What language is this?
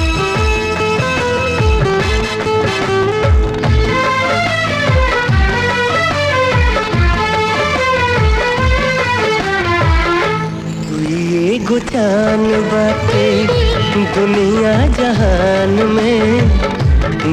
Bhojpuri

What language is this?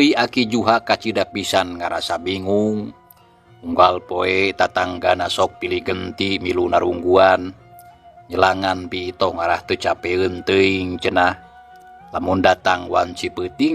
Sundanese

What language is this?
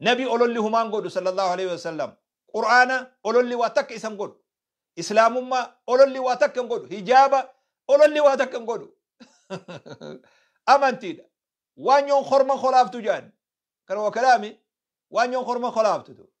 Oromo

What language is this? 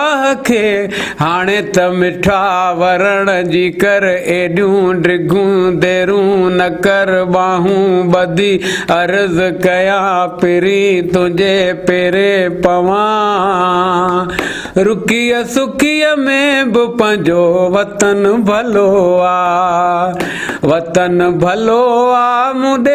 Sindhi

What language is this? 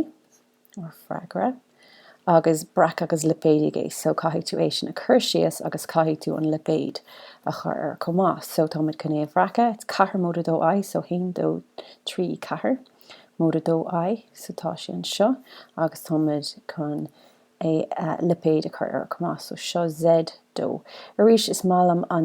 Irish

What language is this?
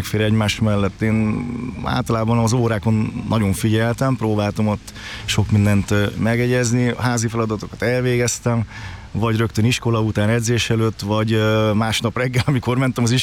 Hungarian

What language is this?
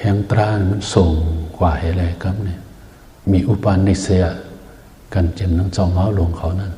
Shan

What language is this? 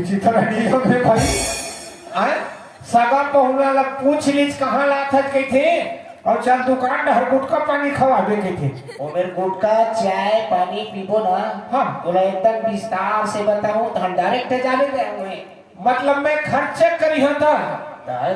Chhattisgarhi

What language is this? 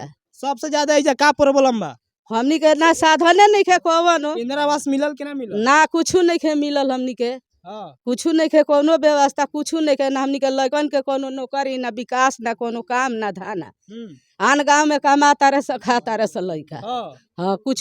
Bhojpuri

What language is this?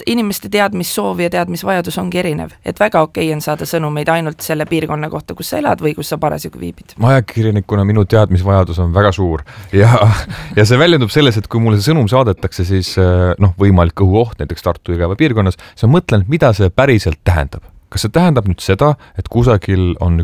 Estonian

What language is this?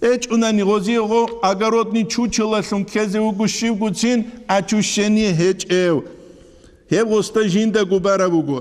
Avaric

